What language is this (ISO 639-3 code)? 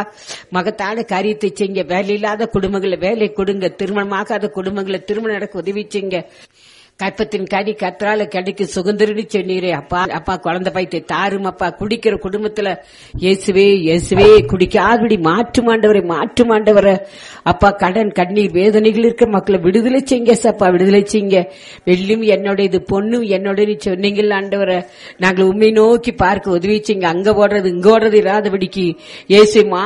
tam